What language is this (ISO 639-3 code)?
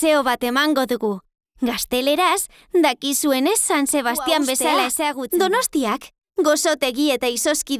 eus